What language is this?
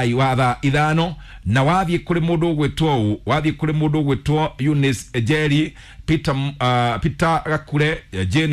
Kikuyu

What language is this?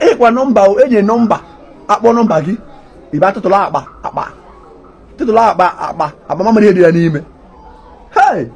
Igbo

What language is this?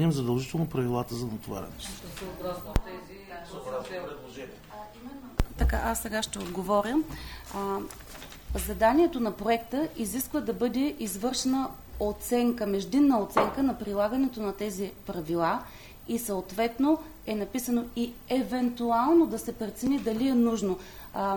Bulgarian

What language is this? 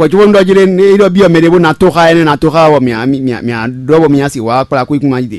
Fon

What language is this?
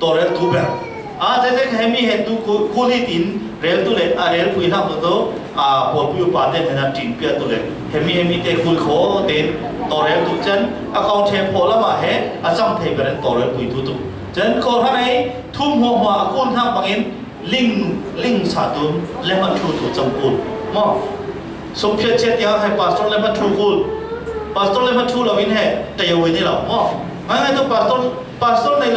Falam Chin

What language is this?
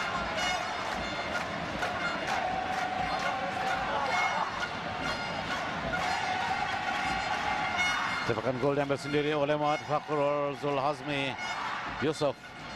Malay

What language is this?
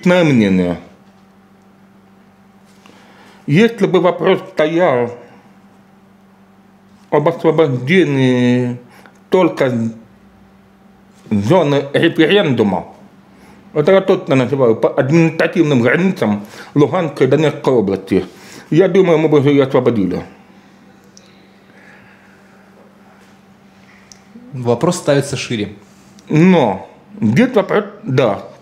Russian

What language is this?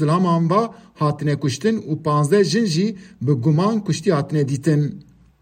Kurdish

